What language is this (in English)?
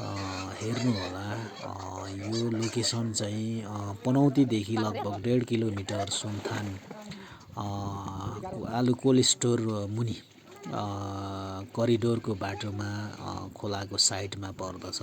Nepali